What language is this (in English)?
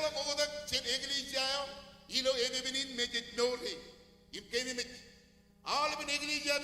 Marshallese